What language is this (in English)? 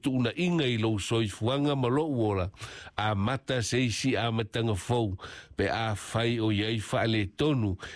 Samoan